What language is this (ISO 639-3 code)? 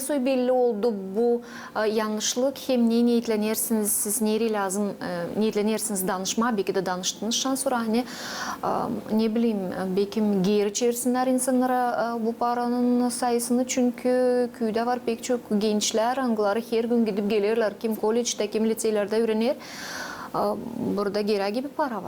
gag